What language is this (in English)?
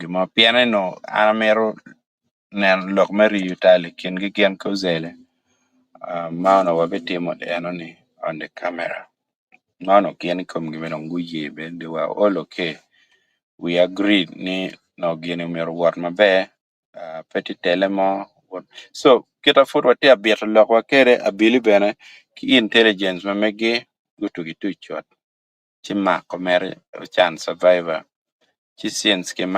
Acoli